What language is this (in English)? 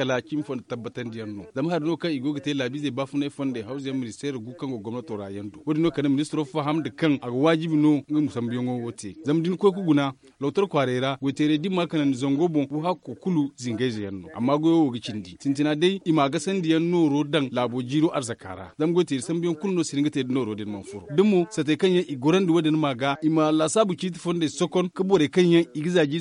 Zarma